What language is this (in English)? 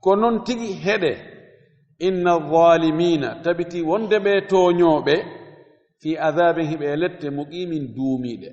Fula